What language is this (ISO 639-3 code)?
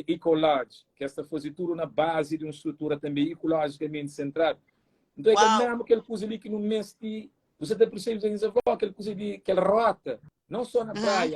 kea